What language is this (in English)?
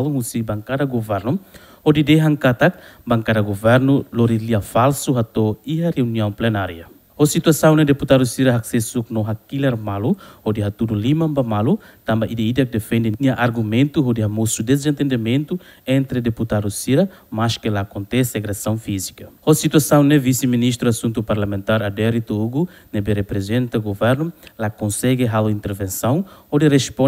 Tetum